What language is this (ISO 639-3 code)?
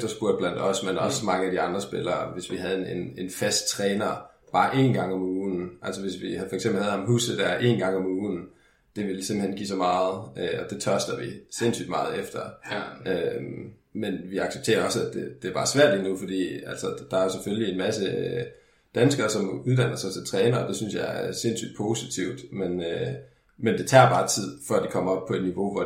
dan